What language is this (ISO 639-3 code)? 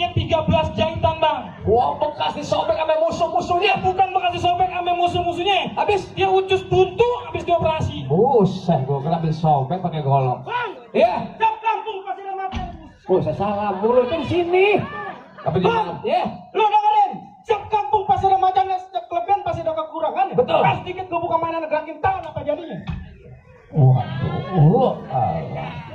bew